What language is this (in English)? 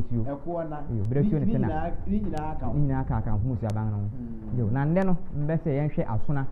Akan